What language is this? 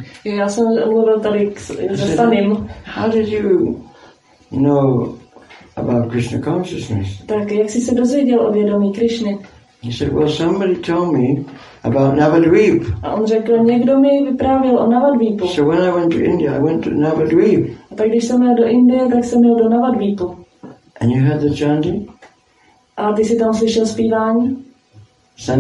Czech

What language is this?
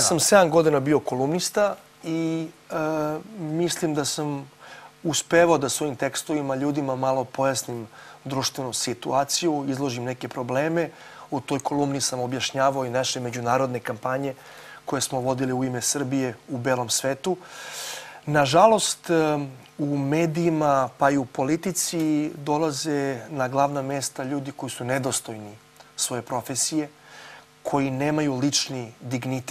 Serbian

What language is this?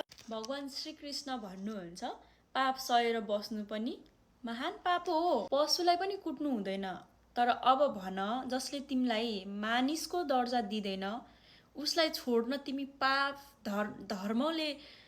Nepali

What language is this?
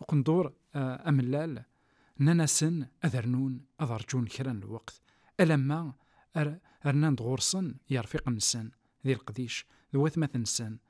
Kabyle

